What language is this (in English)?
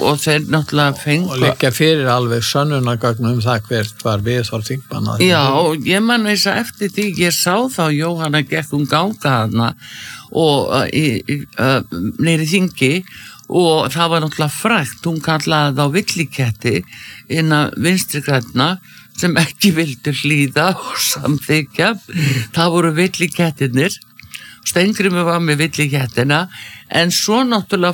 Icelandic